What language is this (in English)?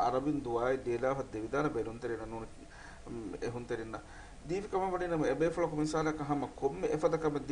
Divehi